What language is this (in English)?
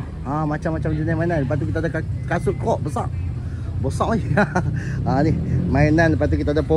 Malay